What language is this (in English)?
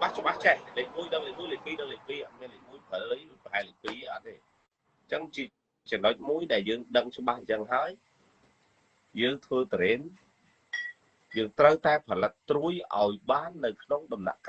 Khmer